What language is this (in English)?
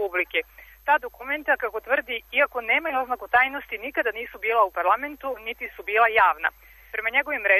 Serbian